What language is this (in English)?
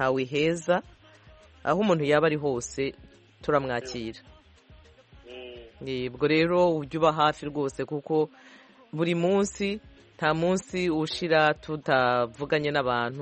Kinyarwanda